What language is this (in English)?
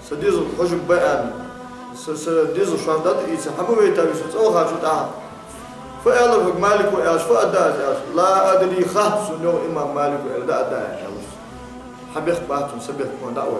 Ingush